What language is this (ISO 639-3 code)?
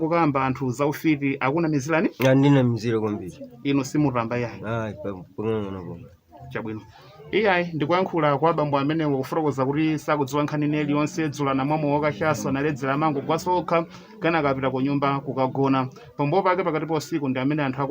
nya